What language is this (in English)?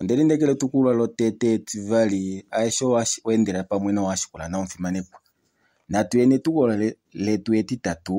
Kuanyama